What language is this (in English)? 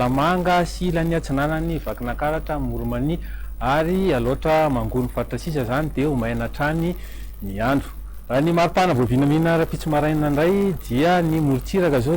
Malagasy